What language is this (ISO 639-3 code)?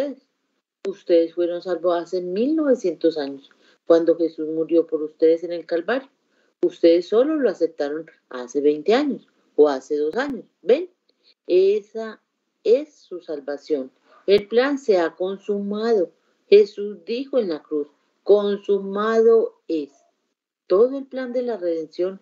spa